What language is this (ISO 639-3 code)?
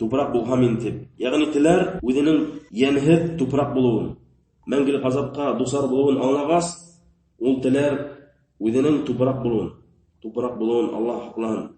bak